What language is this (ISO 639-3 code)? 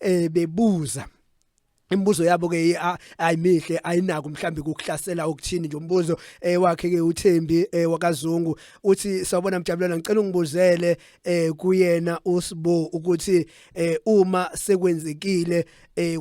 zul